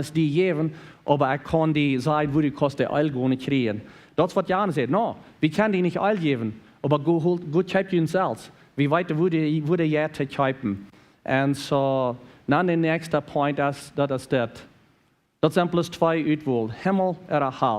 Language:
Plautdietsch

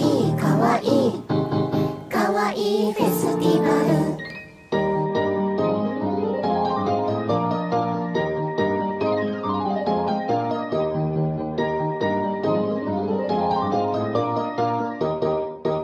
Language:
Japanese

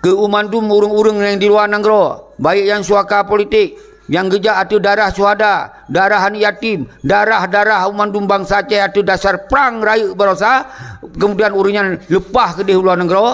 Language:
Achinese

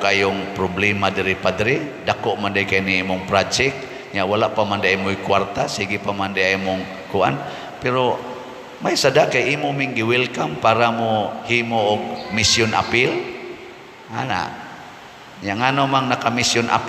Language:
Cebuano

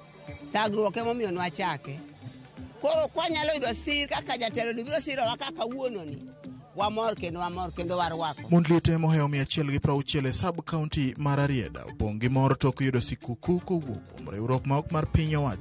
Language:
Luo (Kenya and Tanzania)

